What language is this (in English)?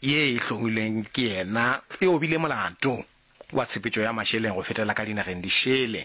Northern Sotho